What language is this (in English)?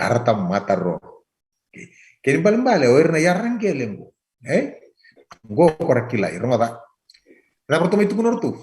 Fijian